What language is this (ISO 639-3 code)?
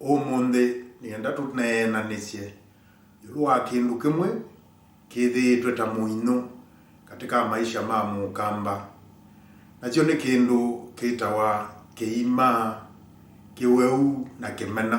kam